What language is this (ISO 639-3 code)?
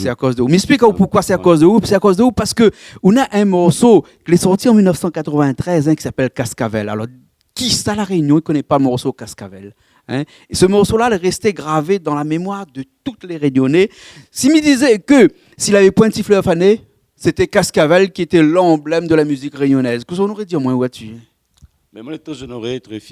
rcf